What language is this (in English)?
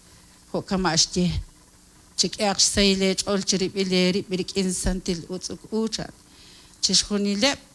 Kekchí